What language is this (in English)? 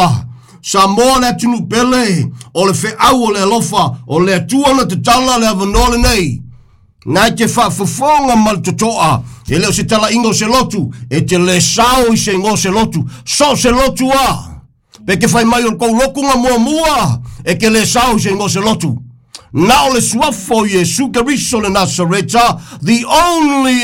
Samoan